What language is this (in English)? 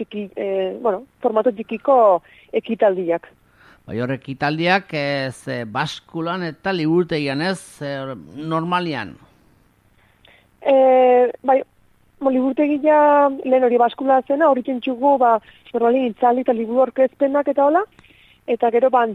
Basque